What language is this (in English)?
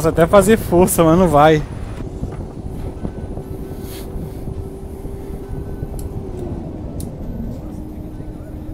Portuguese